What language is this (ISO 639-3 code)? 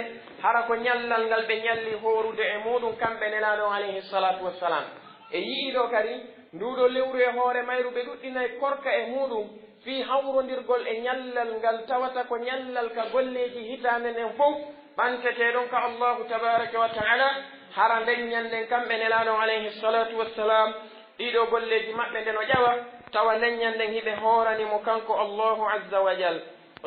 fuf